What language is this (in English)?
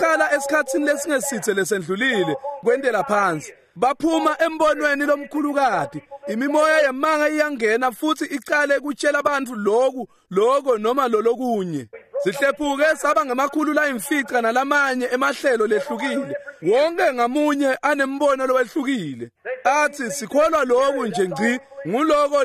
Swati